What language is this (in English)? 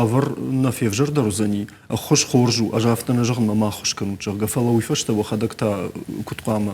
Ossetic